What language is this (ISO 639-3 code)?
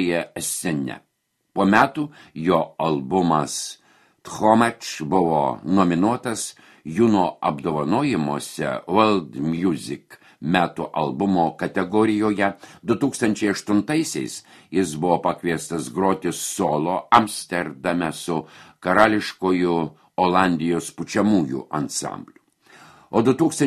lit